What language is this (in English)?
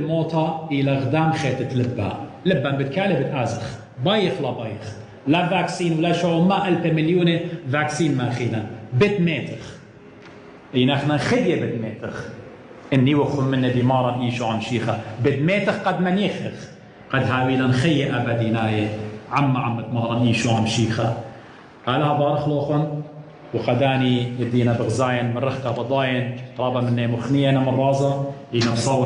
Assyrian Neo-Aramaic